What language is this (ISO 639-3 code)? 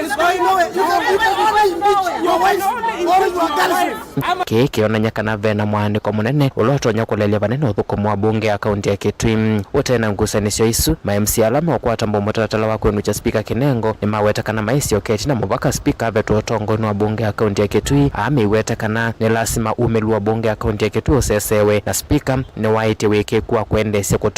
kam